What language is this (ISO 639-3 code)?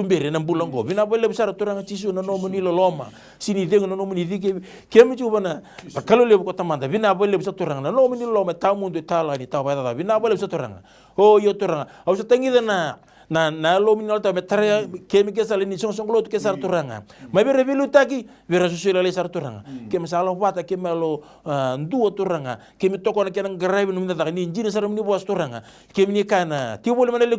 fij